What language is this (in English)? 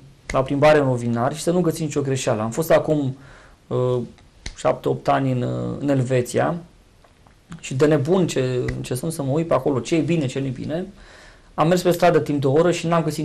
Romanian